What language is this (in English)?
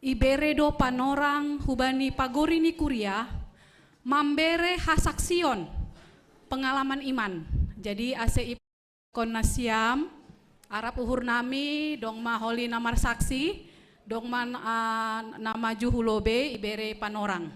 Batak Simalungun